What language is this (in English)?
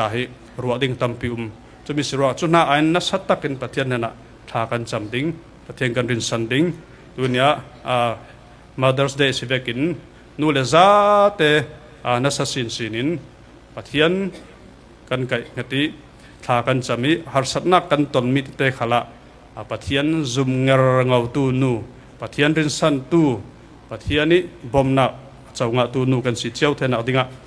Falam Chin